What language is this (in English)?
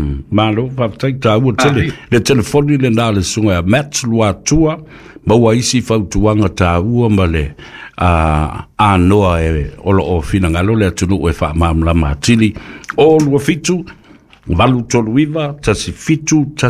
Samoan